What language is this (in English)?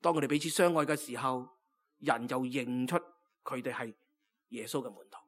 Cantonese